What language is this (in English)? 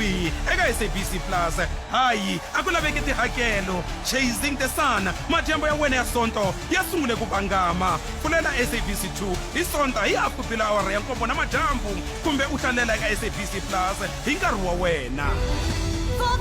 Tsonga